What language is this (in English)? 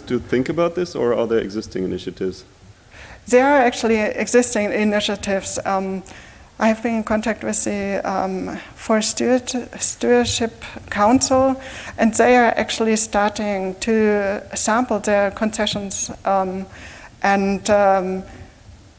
English